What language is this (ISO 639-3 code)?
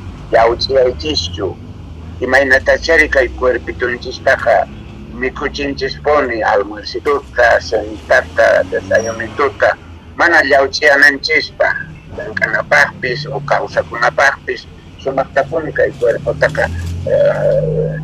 quh